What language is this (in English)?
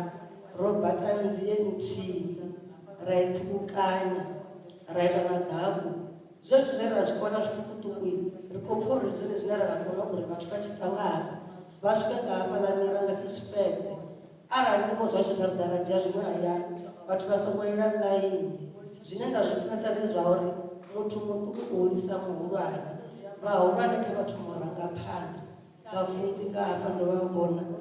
Venda